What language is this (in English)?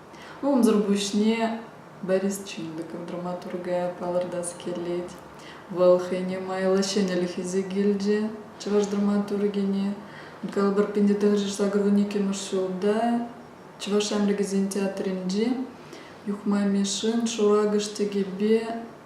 Chuvash